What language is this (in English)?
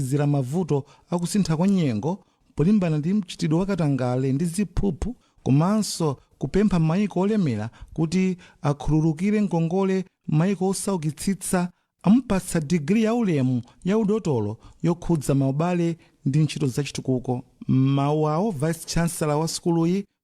Nyanja